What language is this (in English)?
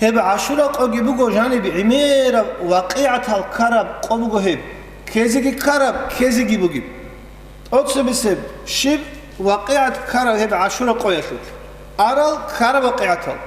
Avaric